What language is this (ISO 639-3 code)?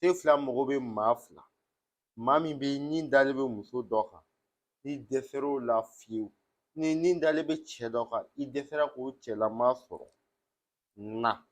bam